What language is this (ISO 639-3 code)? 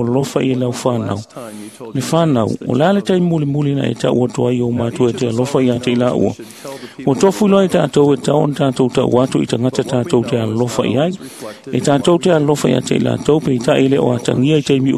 smo